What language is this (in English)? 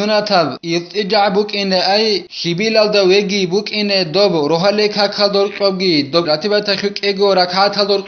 Avaric